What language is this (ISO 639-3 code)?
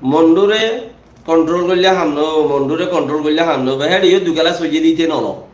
rhg